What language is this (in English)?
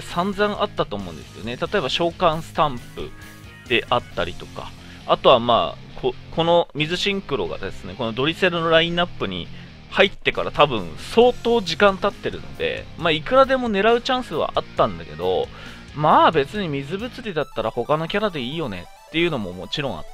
Japanese